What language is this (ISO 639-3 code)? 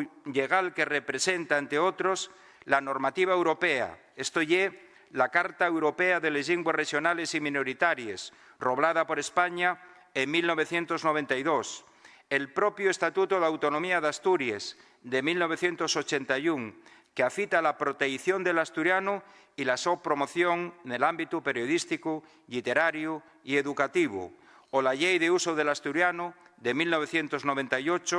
ast